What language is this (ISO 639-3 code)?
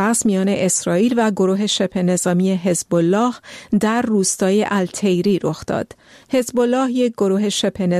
fas